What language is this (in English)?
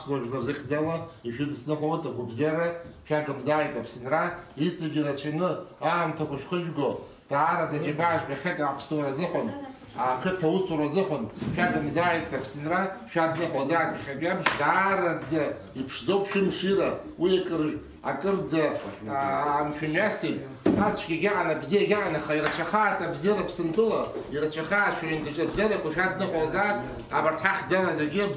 Abkhazian